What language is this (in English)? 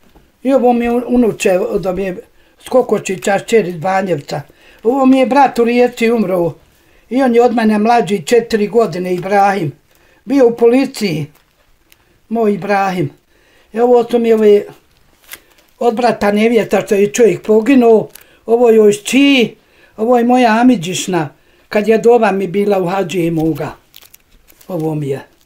Bosnian